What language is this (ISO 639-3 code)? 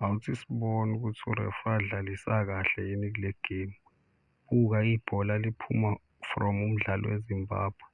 zul